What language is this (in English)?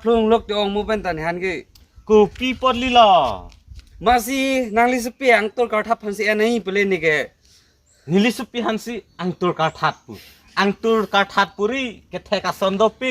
Karbi